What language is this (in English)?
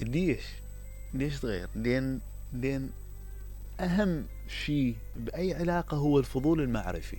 Mesopotamian Arabic